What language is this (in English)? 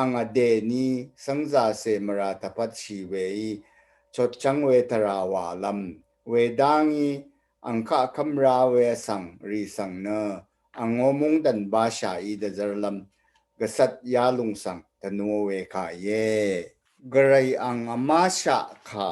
Rawang